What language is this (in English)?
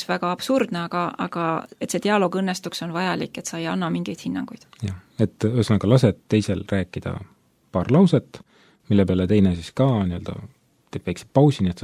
Estonian